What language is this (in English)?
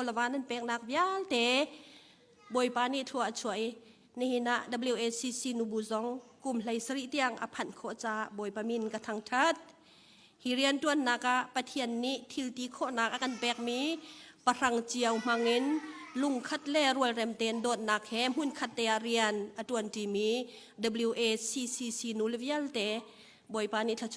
Hakha Chin